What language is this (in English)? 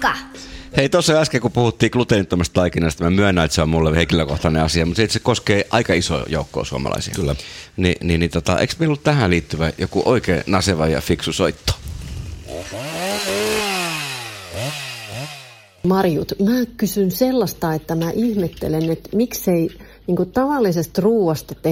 Finnish